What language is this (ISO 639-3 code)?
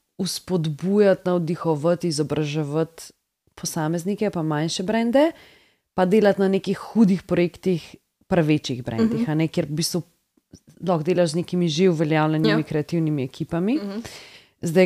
slv